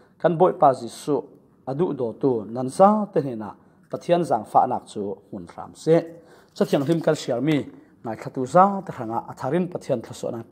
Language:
Falam Chin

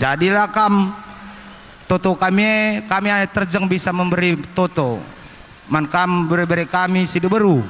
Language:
Batak Karo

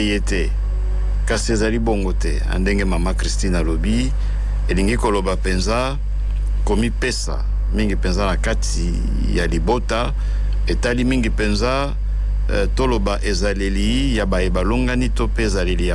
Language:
Lingala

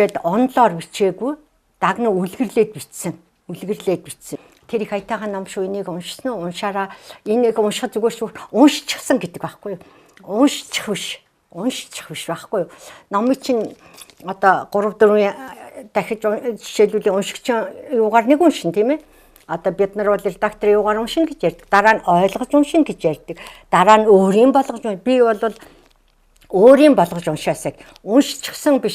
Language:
Mongolian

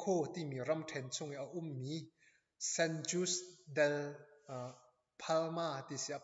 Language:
Hakha Chin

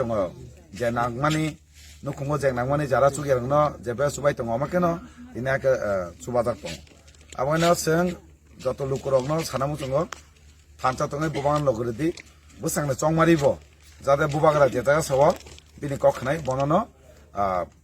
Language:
Kok Borok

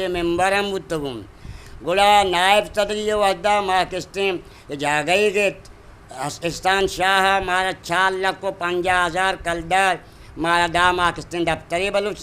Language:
Eastern Balochi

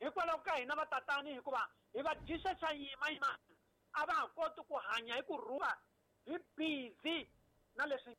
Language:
Tsonga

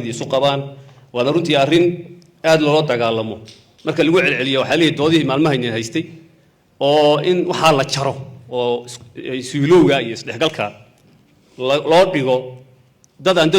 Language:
Somali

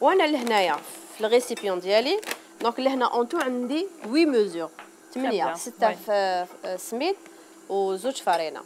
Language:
Algerian Arabic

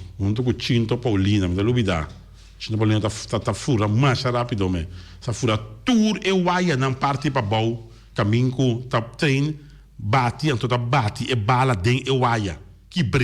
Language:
Papiamento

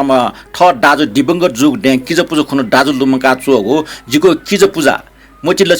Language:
Newari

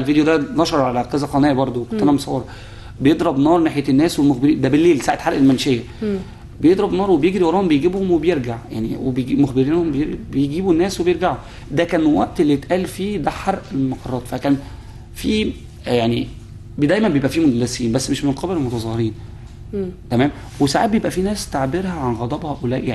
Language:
Egyptian Arabic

